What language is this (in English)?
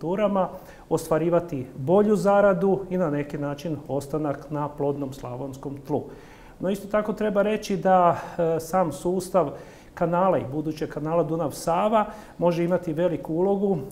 Croatian